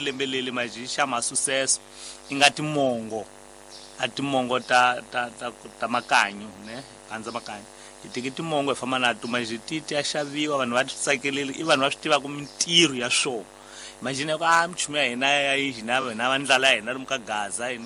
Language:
Tsonga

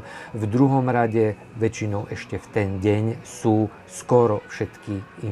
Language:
Slovak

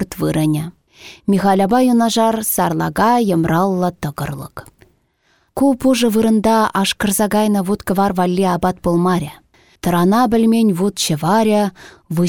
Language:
Chuvash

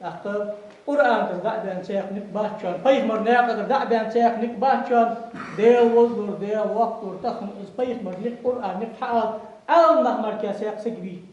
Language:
Ingush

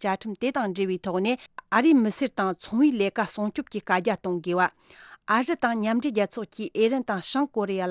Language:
Tibetan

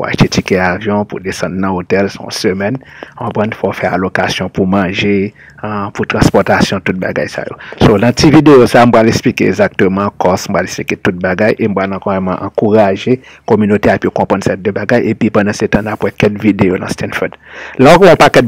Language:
Haitian Creole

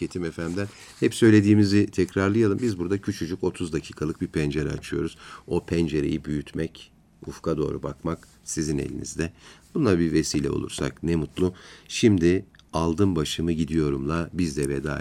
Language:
Turkish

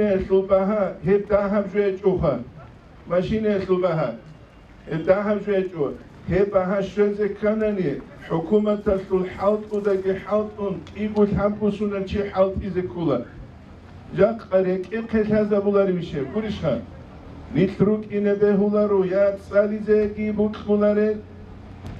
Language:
Avaric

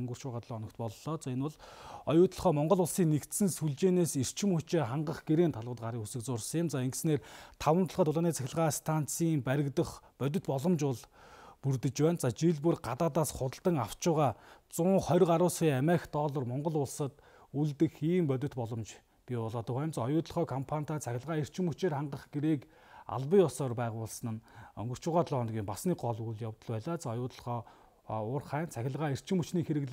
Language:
Mongolian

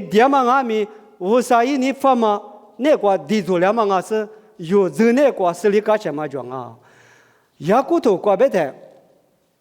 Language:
Lisu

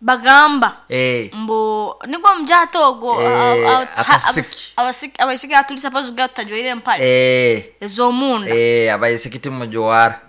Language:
Nyoro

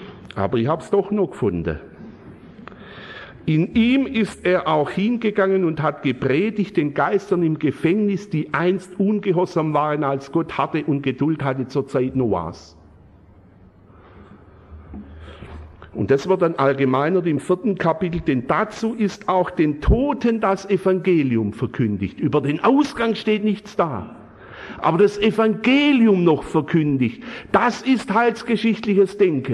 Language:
German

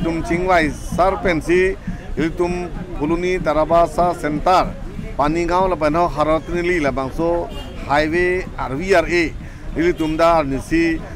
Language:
Karbi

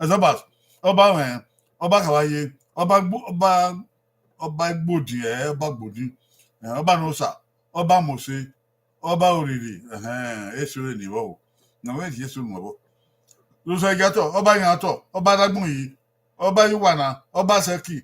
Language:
Bini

